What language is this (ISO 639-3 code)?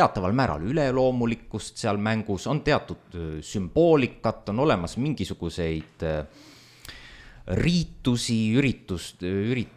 est